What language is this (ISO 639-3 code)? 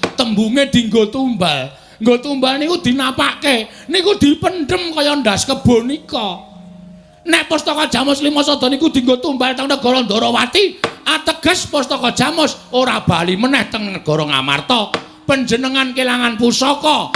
jav